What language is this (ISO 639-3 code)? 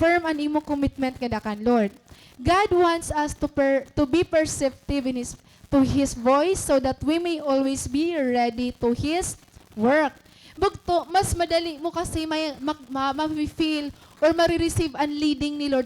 war